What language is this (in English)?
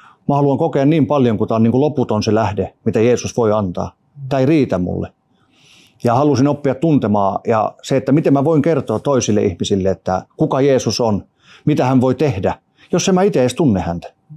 Finnish